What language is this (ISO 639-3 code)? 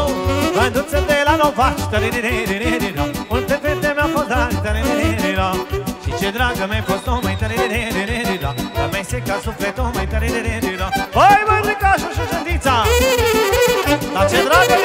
ron